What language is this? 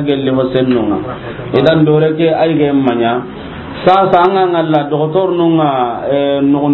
Soninke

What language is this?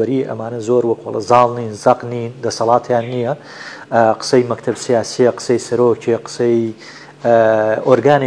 Central Kurdish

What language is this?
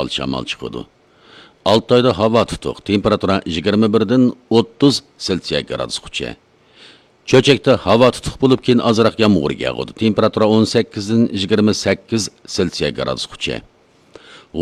Uyghur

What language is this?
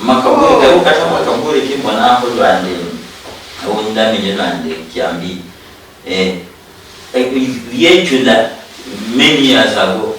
Luyia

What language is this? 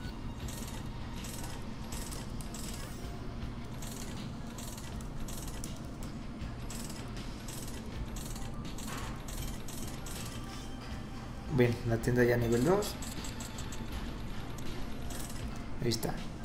Spanish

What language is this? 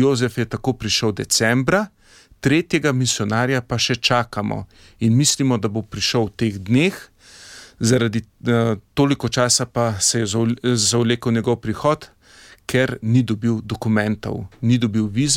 Slovenian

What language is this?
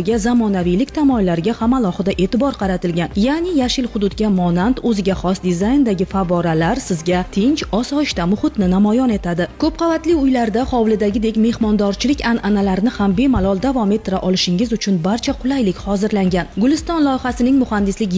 Uzbek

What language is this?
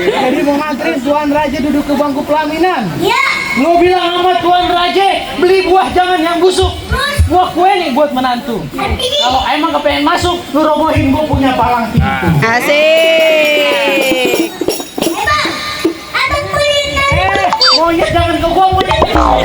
Betawi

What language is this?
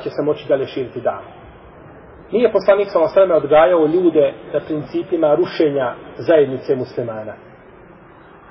Bosnian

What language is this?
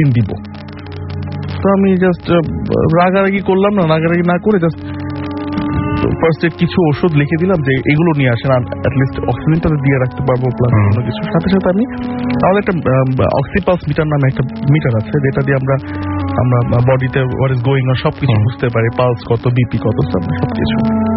Bangla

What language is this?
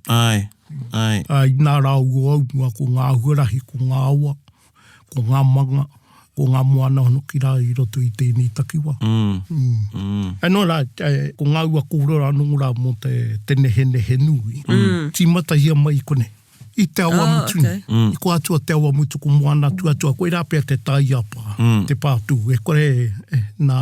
Māori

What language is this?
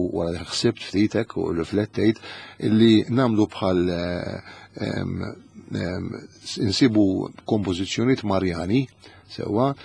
Maltese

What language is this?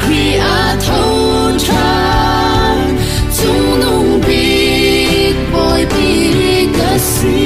Falam Chin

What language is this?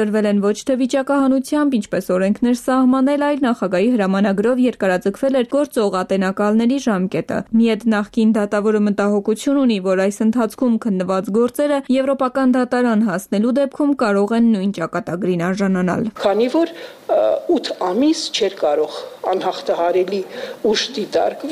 Armenian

